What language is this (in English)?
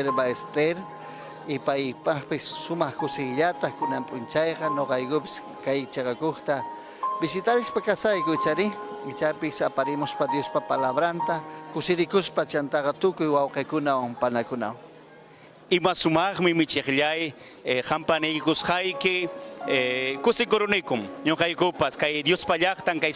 Ayacucho Quechua